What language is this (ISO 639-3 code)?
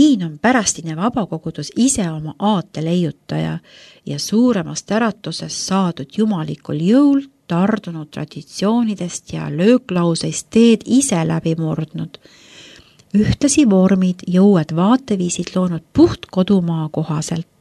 est